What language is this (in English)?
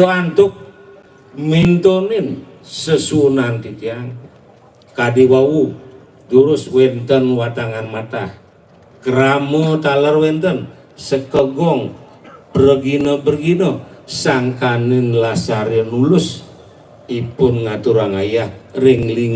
Balinese